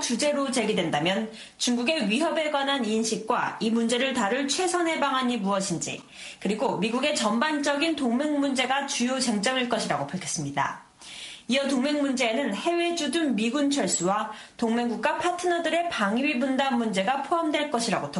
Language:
Korean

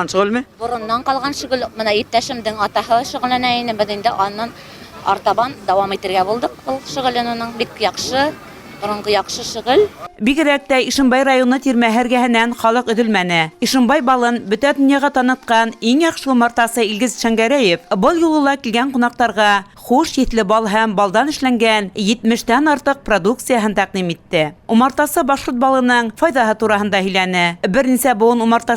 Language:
Bashkir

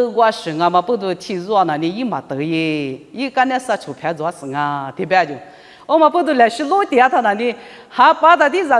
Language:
Lisu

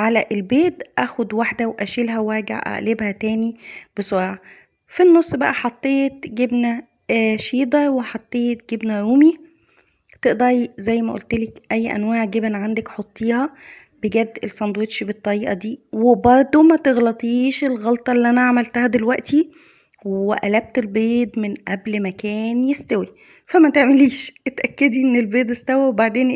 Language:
Egyptian Arabic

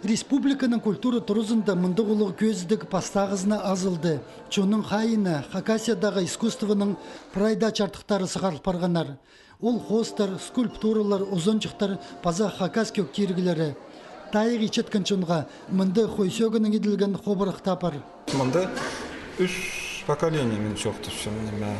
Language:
Khakas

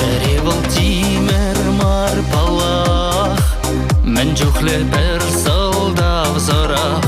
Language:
Chuvash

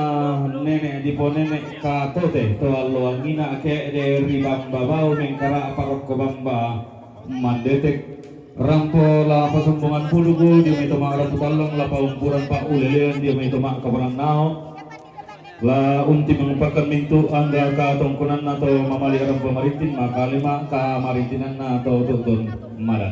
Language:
Toraja-Sa'dan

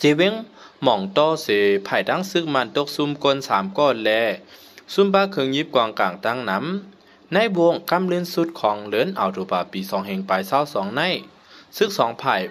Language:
Shan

